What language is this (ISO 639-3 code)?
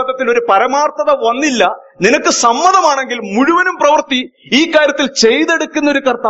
mal